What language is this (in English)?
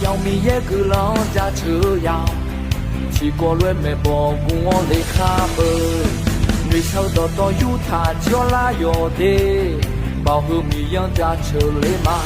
Akha